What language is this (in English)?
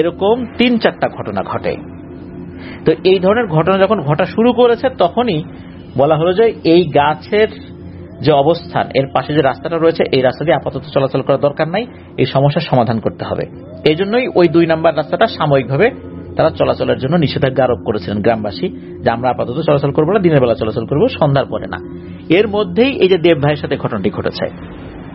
Bangla